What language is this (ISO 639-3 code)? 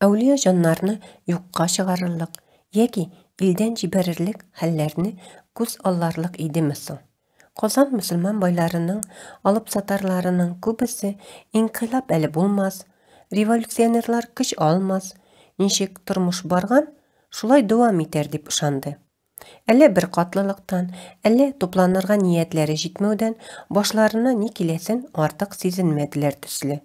tat